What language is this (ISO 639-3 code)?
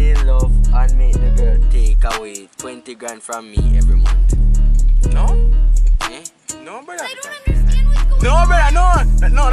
jam